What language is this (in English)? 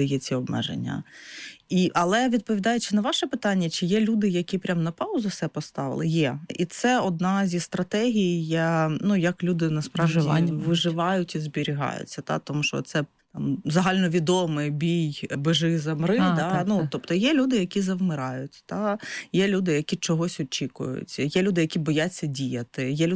Ukrainian